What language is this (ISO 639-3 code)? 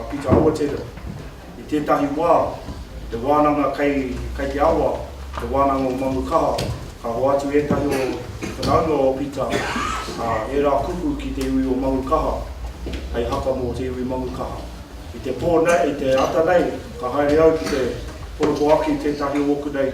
mri